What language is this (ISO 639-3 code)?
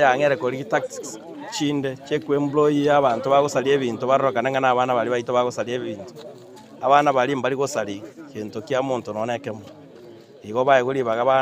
guz